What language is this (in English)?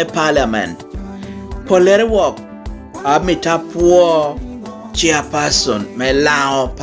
Lango (Uganda)